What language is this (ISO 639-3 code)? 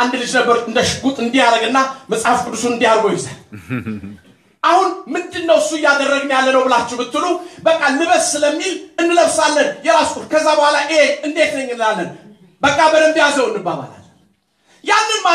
amh